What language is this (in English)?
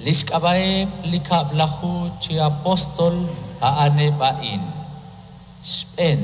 Kekchí